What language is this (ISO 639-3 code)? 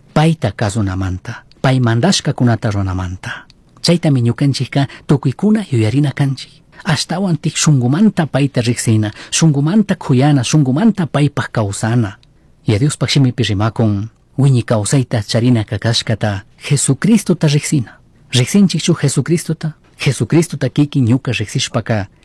qug